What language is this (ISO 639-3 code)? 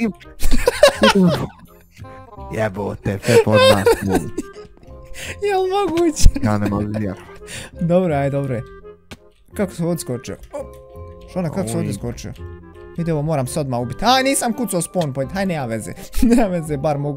hrv